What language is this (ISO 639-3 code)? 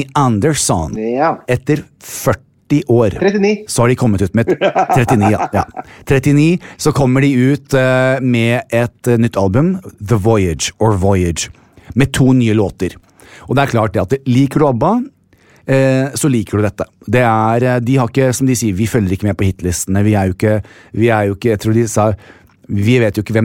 nor